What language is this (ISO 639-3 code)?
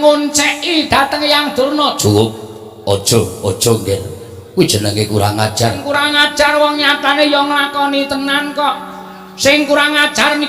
jav